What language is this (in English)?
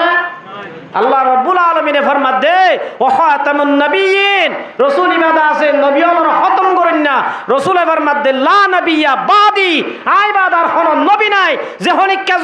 Rohingya